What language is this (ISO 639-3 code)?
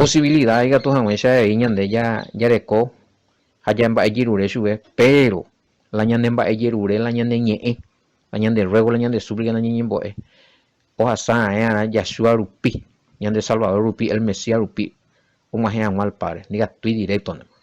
grn